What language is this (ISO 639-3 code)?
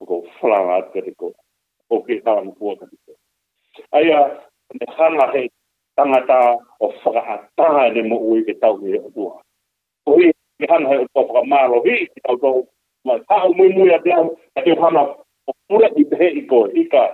ton